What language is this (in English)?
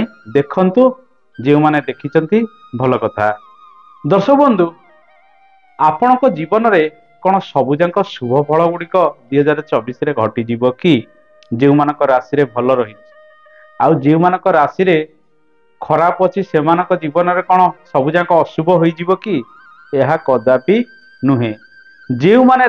Odia